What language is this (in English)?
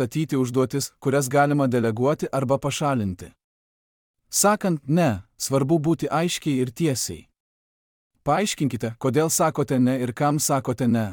Lithuanian